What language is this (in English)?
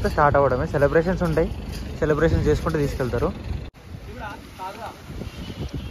Telugu